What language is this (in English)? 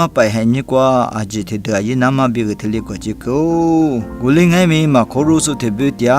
Lisu